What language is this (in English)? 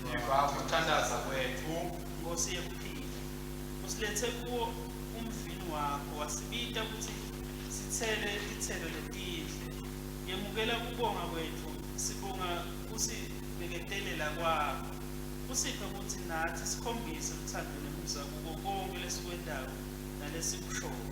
Swati